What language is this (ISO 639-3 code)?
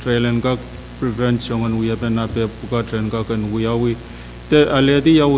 pon